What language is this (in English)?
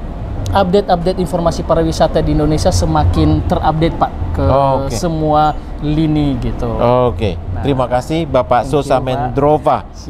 Indonesian